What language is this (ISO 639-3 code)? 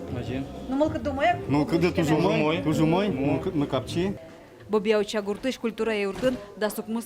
udm